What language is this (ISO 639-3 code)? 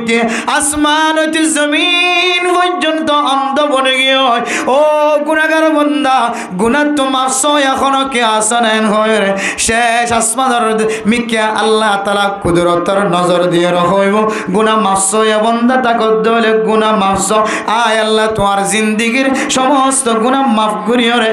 rhg